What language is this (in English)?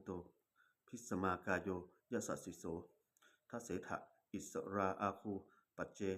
Pali